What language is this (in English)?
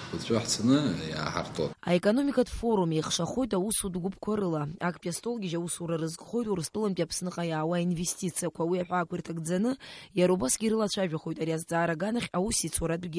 Abkhazian